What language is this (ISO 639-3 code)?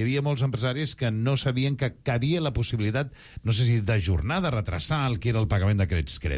cat